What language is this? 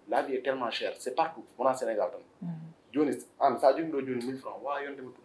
Fula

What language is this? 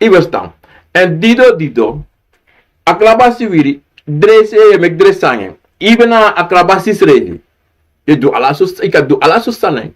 Sranan Tongo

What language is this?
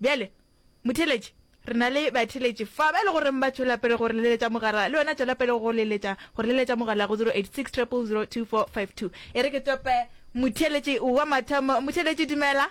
Northern Sotho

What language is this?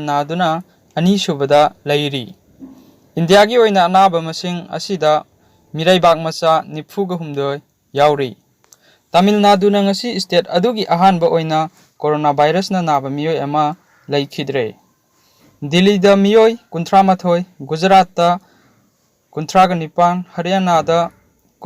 Manipuri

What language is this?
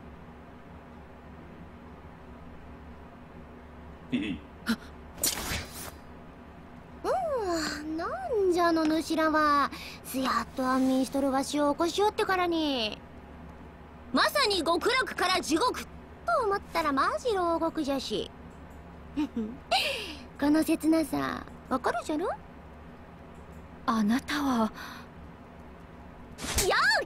Japanese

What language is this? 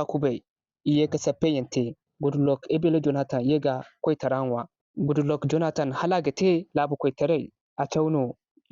Zarma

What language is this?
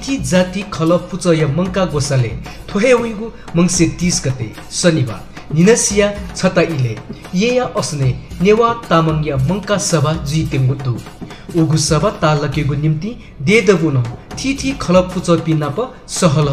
Newari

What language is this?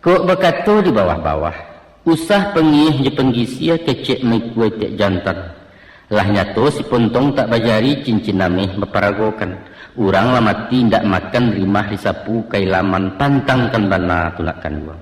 Minangkabau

